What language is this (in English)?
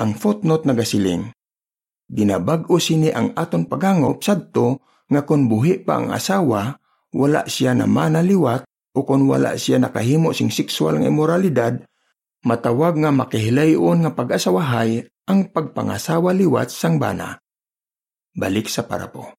Hiligaynon